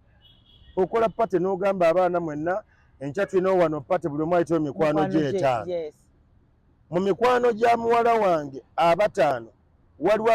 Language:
Ganda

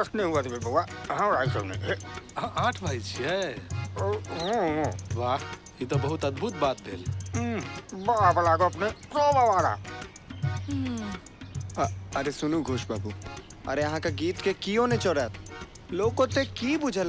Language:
Maithili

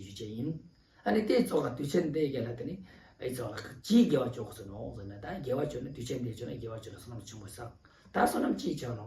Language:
Ladakhi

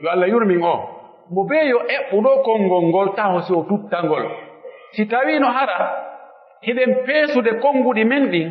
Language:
Pular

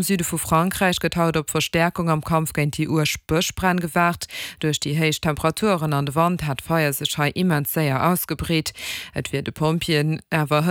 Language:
Luxembourgish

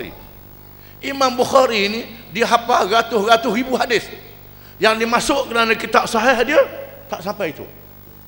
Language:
Malay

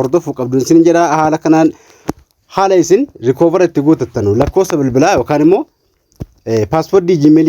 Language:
Oromo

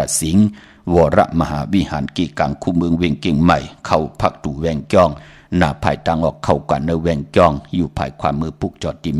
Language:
Shan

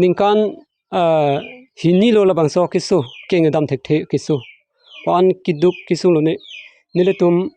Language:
Karbi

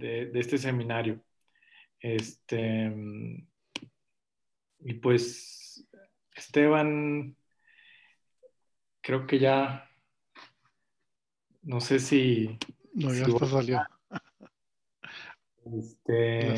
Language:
Spanish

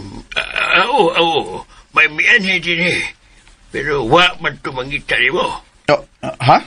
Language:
Cebuano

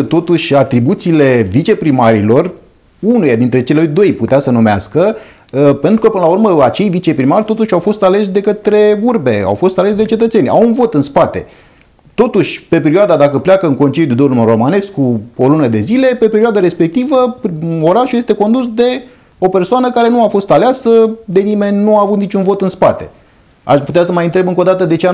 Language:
Romanian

